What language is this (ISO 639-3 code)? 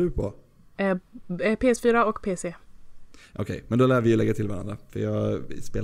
swe